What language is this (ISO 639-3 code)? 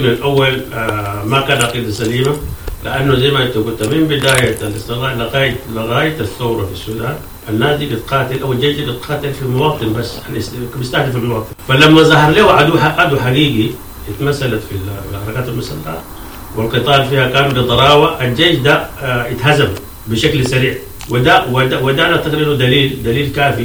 apd